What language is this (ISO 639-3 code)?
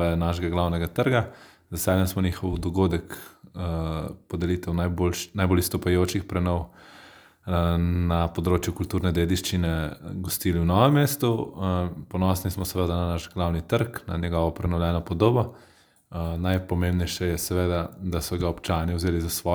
slv